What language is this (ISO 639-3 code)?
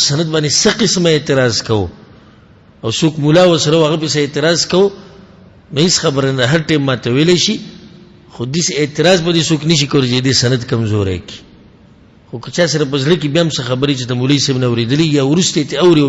pus